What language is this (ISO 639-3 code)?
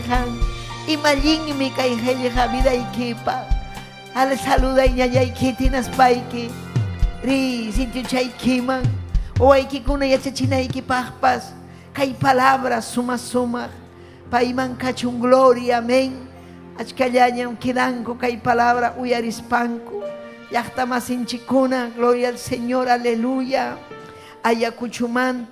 quy